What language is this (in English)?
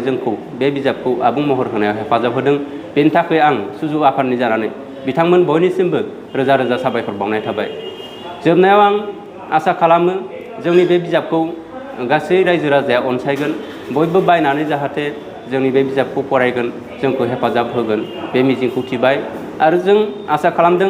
Bodo